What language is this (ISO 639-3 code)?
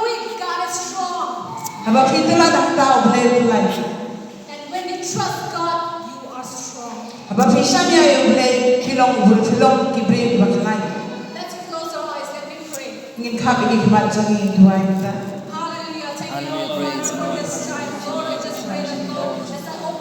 kha